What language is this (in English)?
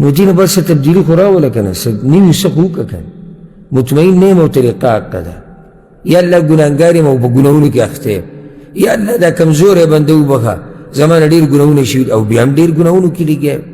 Pashto